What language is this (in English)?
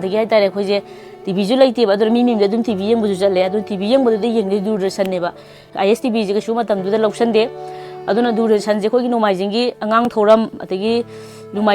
Manipuri